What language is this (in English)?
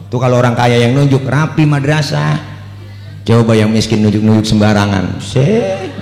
Betawi